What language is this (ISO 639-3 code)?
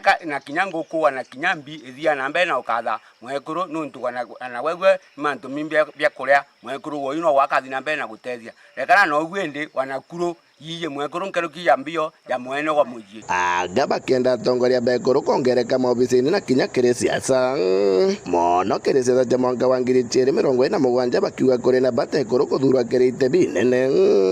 mer